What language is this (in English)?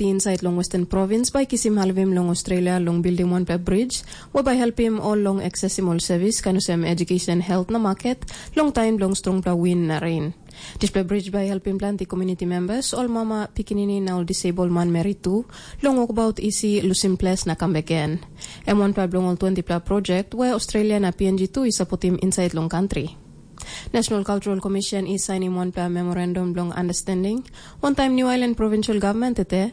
Tok Pisin